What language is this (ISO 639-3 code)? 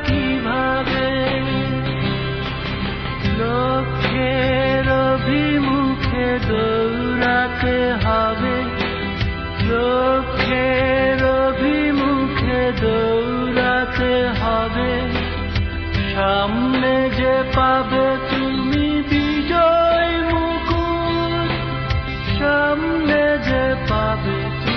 ben